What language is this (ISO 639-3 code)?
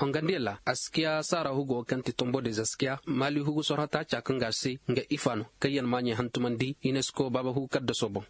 dje